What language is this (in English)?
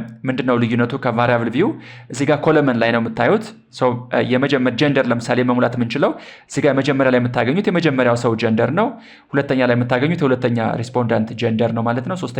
Amharic